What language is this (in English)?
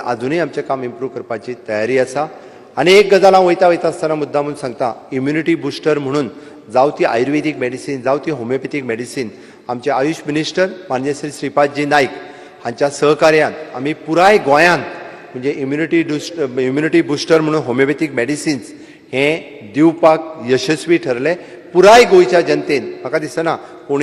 Konkani